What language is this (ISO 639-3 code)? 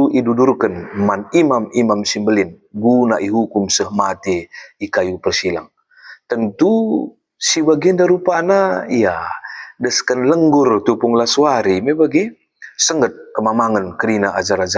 btx